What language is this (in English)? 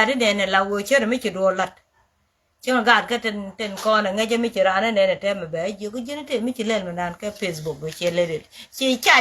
Nuer